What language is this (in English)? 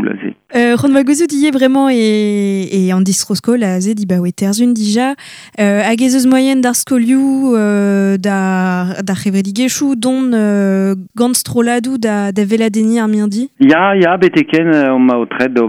Breton